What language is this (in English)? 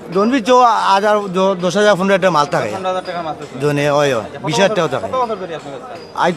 Sylheti